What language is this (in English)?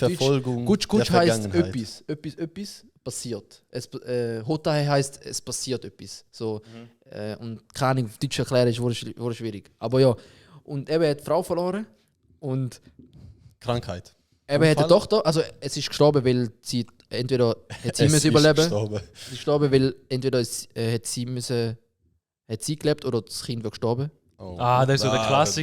Swiss German